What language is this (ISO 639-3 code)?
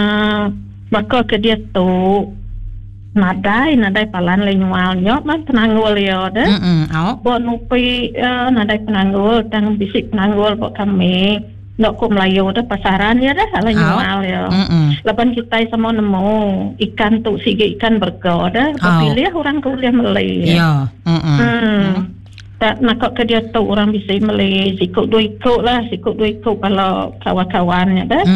iba